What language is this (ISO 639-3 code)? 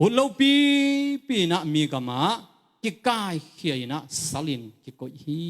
ctd